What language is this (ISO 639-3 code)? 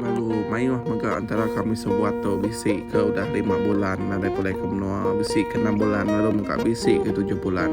iba